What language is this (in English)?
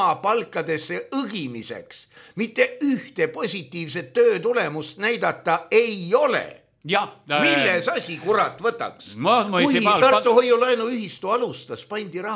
Estonian